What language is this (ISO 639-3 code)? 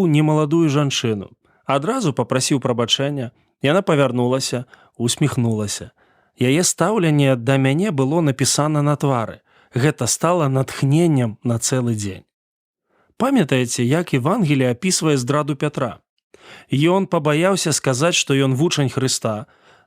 bel